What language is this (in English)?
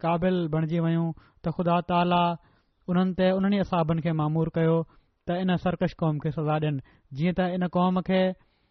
Sindhi